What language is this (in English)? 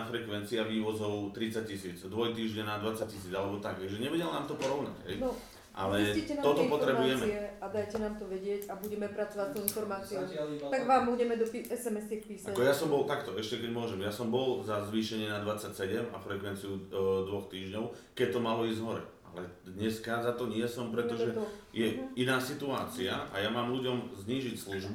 Slovak